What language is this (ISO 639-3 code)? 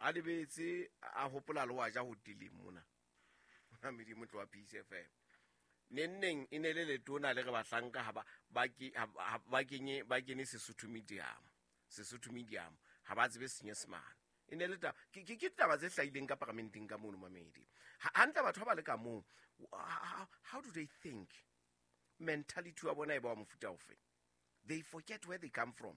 sot